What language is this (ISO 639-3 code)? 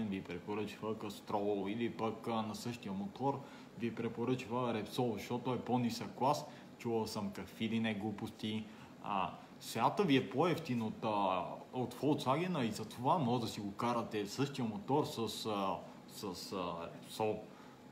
bul